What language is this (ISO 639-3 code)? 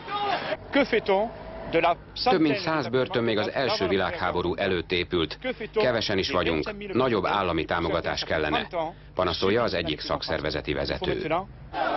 hun